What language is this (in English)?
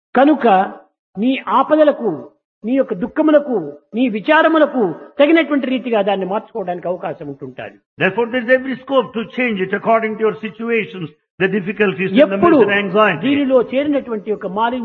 Telugu